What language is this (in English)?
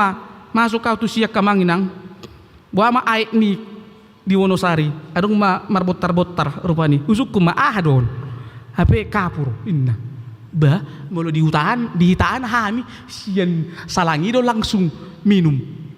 Batak Toba